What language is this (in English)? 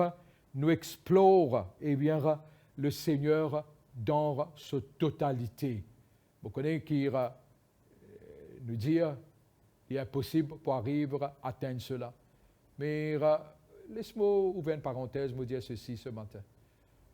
Morisyen